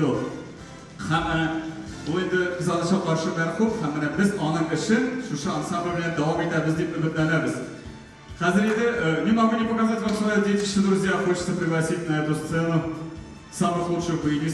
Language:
Tatar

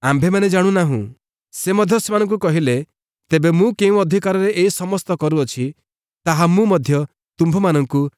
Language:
Odia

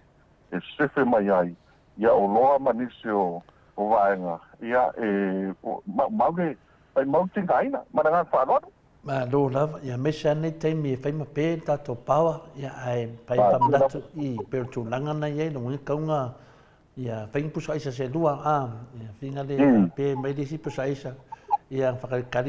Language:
Samoan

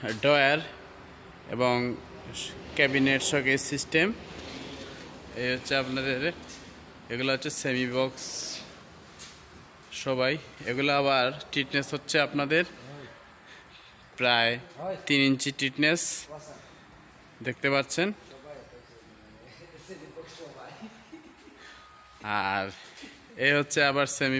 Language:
Bangla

